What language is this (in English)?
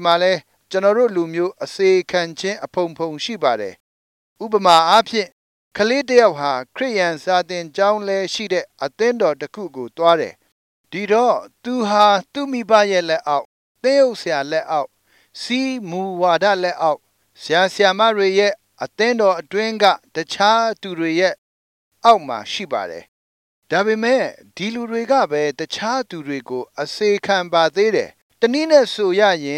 Burmese